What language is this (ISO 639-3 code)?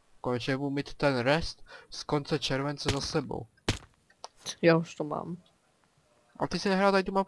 ces